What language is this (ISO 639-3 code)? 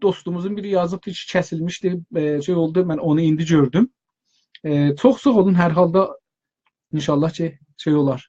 azb